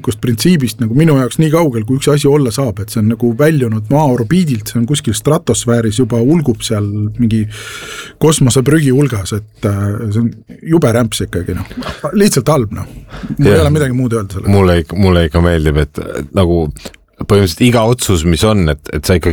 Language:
Estonian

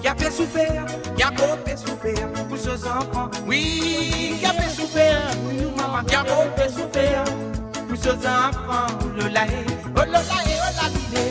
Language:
Morisyen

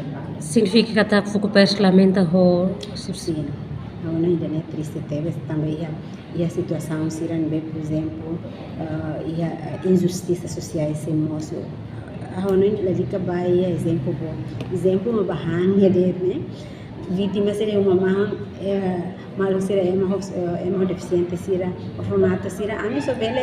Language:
Tetum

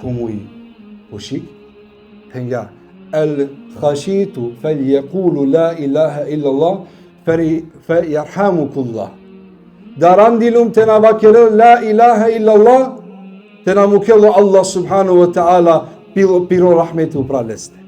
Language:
Balkan Romani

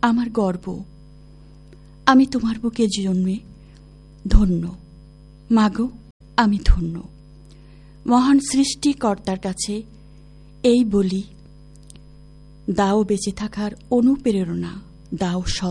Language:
Bangla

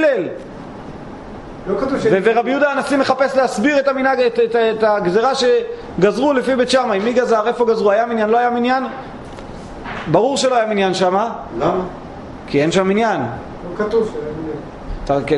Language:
Hebrew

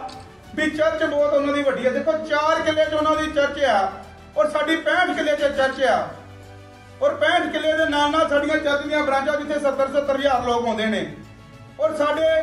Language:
Punjabi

